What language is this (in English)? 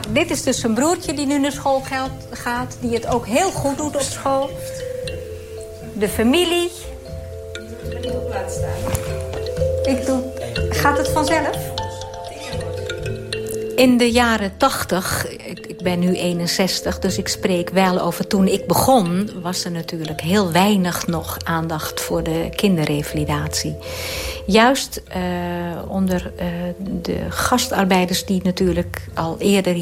Dutch